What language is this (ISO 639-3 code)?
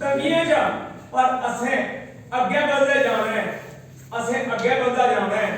doi